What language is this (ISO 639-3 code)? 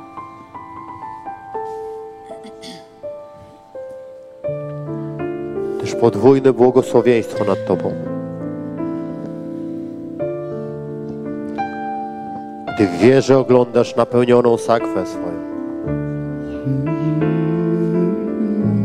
pol